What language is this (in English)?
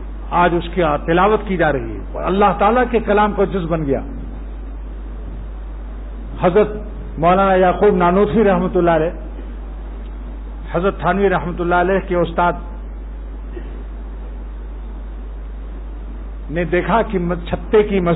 Urdu